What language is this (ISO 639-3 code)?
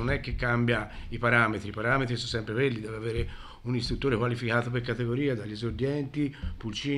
ita